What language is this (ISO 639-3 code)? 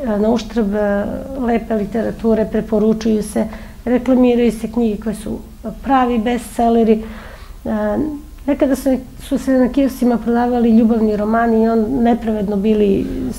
srp